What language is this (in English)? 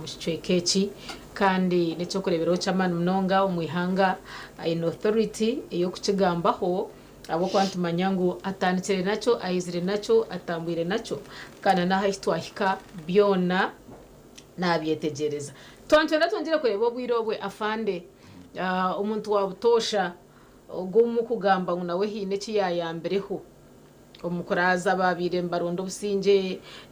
Nyankole